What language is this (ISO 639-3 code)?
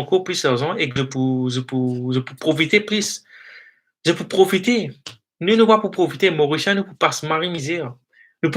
mfe